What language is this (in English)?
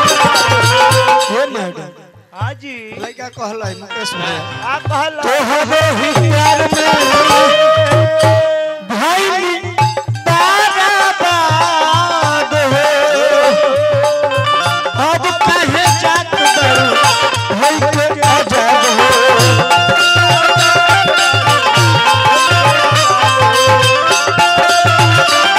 Bhojpuri